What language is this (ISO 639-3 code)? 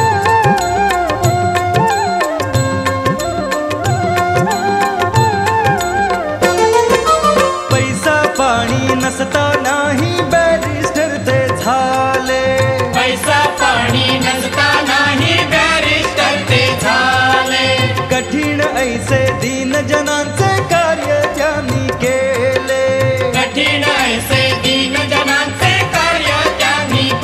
mar